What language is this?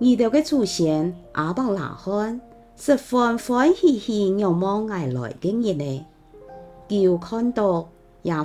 Hakka Chinese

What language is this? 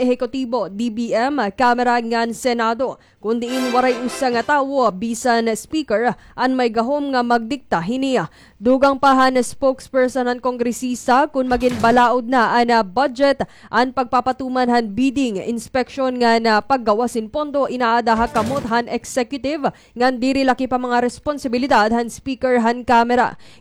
Waray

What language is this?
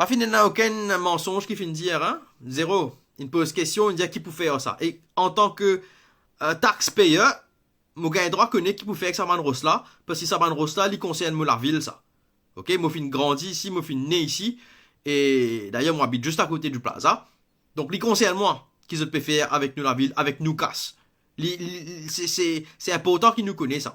Morisyen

